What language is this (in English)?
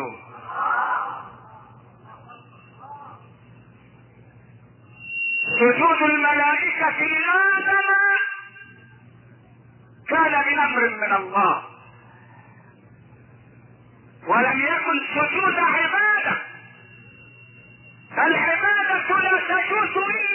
Arabic